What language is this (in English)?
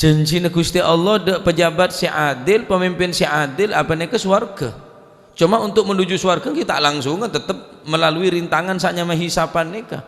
Madurese